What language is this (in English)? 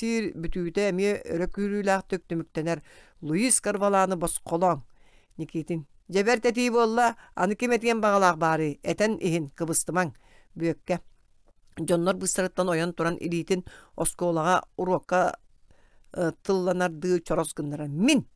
Yakut